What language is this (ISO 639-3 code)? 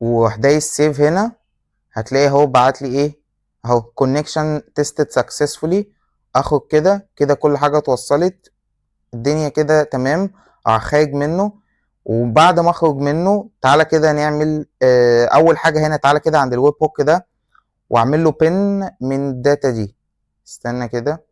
arz